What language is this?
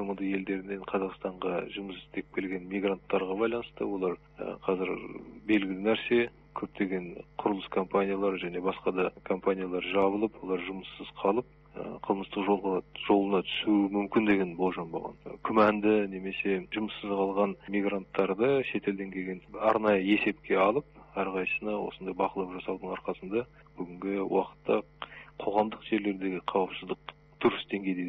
Kazakh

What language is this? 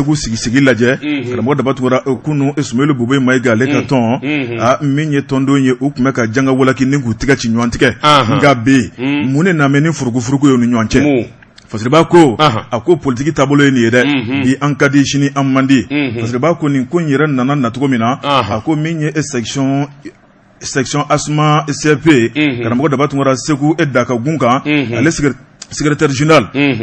Bambara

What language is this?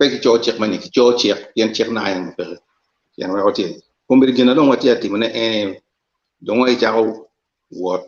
Acoli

